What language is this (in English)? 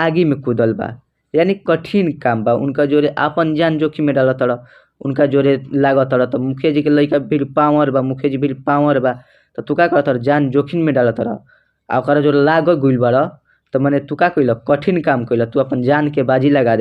Bhojpuri